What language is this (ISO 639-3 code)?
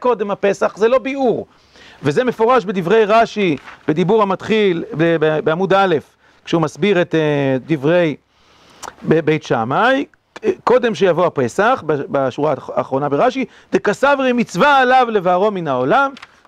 heb